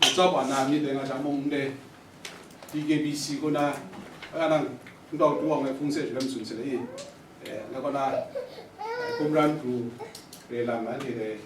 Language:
Kachin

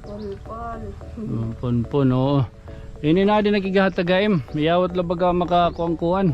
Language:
Waray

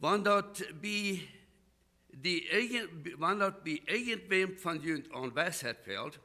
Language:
Plautdietsch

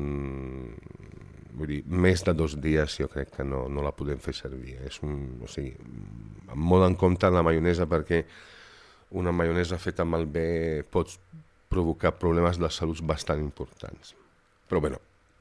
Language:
Catalan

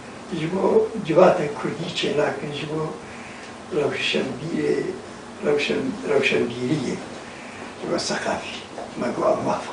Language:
Kurdish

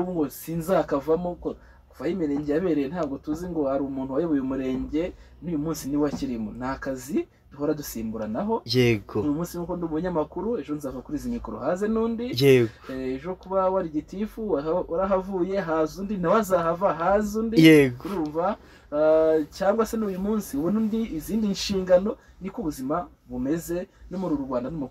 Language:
Kinyarwanda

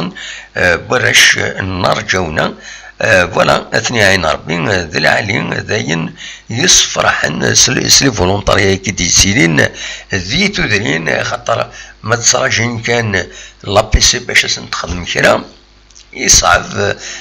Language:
Kabyle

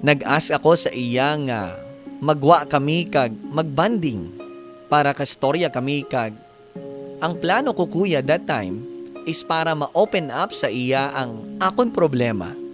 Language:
Hiligaynon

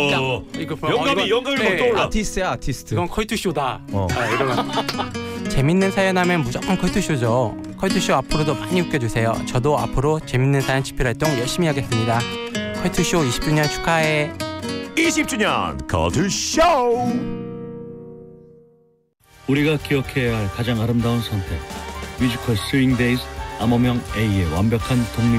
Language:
Korean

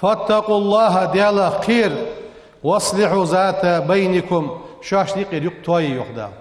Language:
Ingush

